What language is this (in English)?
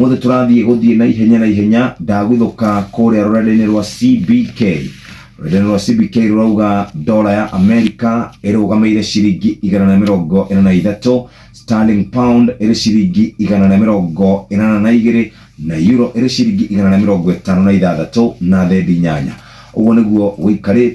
Kikuyu